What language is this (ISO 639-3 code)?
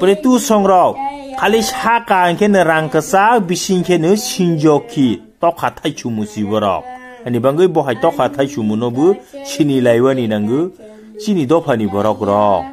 trp